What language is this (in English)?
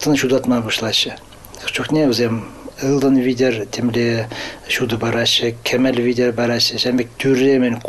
Chuvash